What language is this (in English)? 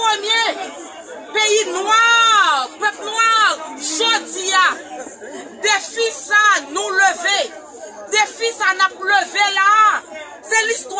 Haitian Creole